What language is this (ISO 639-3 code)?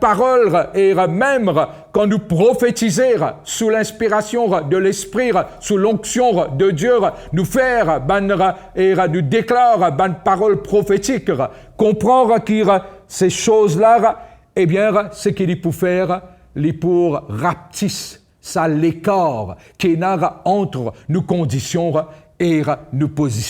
mfe